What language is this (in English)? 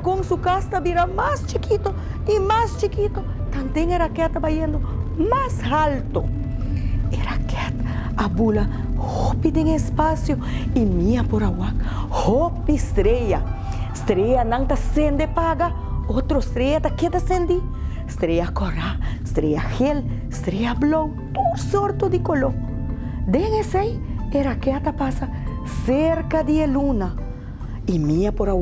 Papiamento